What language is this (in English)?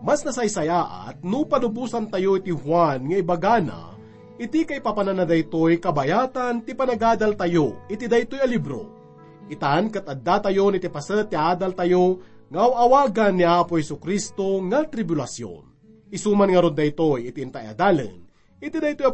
Iloko